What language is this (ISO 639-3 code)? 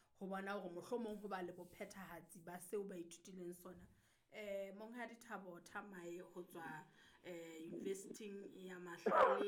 sot